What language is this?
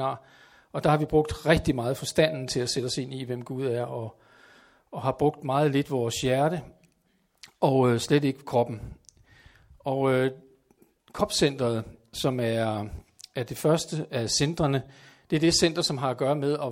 Danish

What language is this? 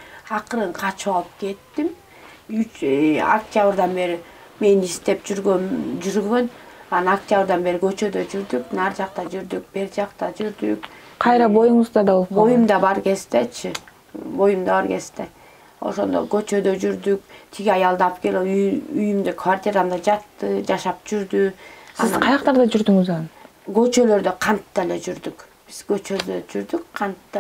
Kyrgyz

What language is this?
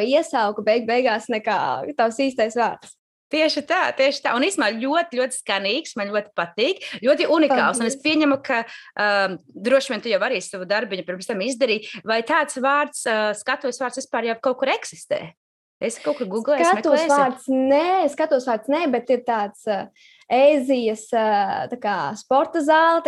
Latvian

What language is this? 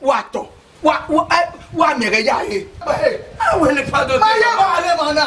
Bini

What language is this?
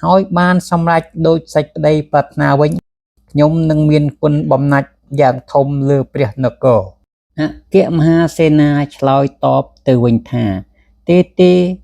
Khmer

